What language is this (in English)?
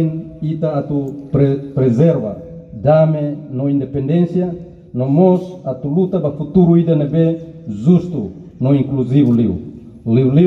Tetum